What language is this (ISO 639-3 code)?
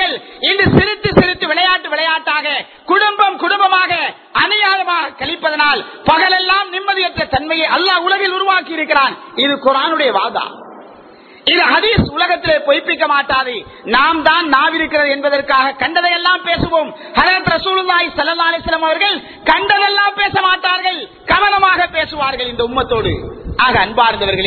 tam